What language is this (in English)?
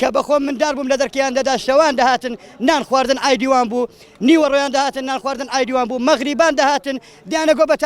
Central Kurdish